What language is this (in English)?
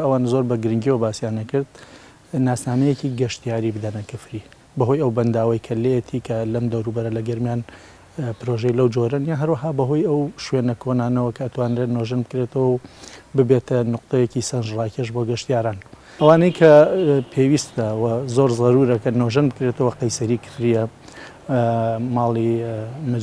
Central Kurdish